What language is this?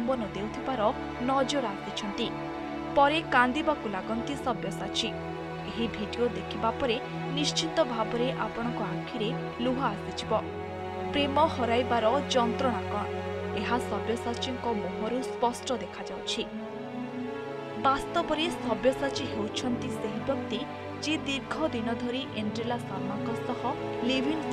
Odia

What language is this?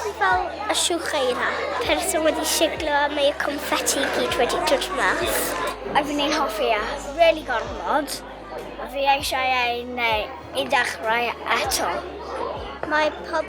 Welsh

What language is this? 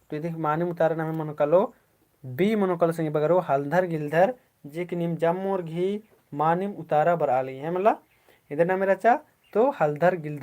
Kurukh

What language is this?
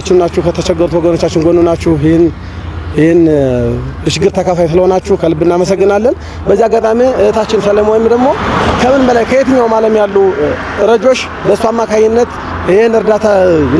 Amharic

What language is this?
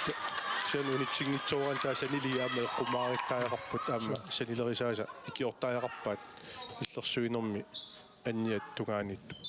Kalaallisut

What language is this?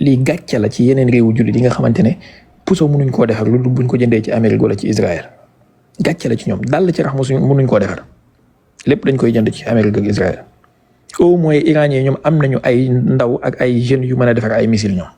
Wolof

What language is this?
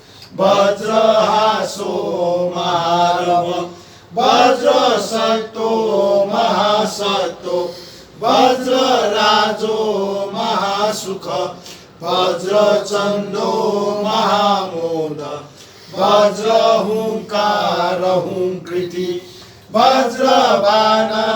Newari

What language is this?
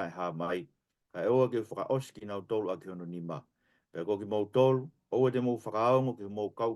Tongan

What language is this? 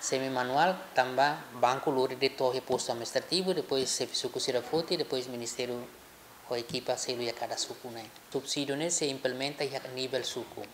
Tetum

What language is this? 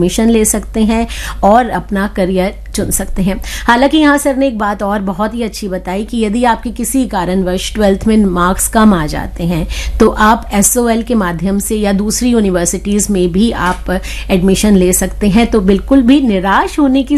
Hindi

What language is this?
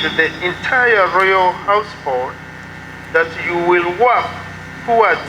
Ganda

